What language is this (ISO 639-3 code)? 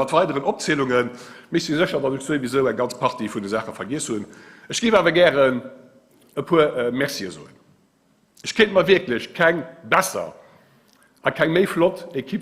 ltz